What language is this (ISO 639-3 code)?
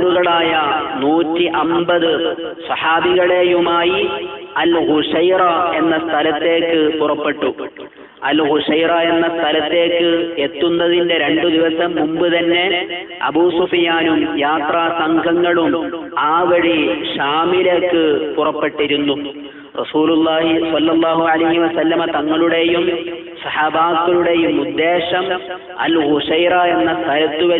mal